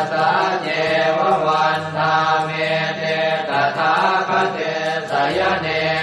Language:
Pali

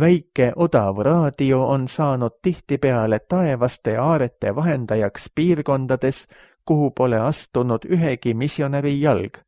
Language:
Estonian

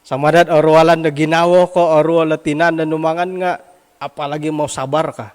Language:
Central Dusun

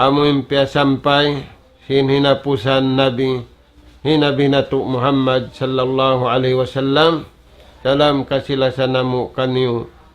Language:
Tausug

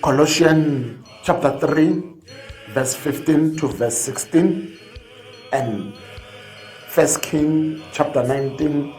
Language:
Tswana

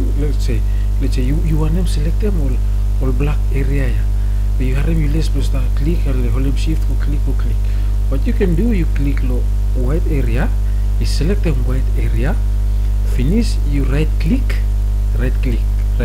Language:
Bislama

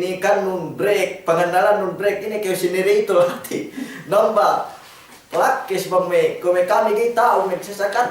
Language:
Yakan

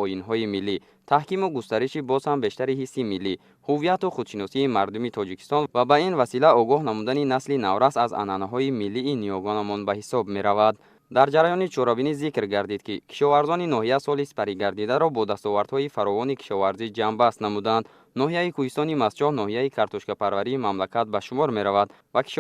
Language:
Tajik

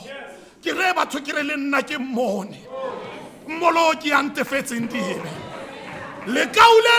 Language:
Tswana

